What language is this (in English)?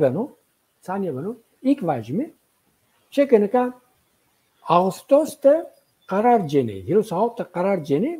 Zaza